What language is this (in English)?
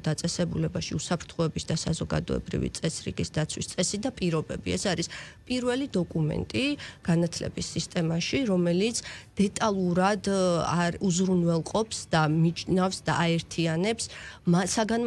Georgian